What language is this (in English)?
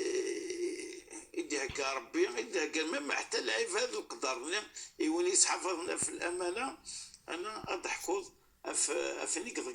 Kabyle